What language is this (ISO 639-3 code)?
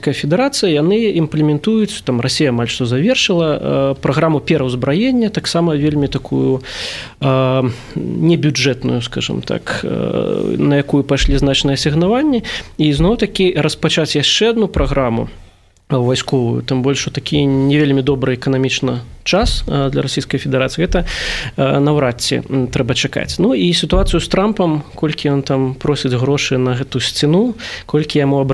bel